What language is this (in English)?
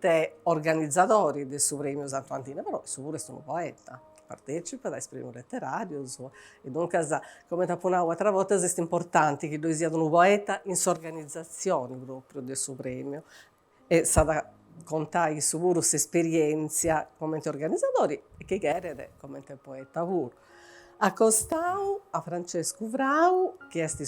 Sardinian